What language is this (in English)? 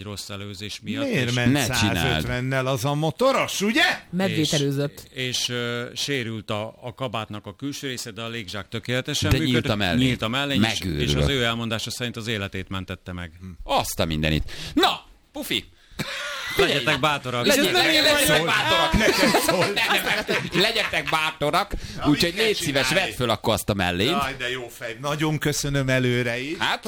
Hungarian